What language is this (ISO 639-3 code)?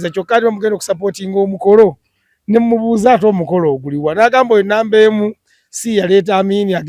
lug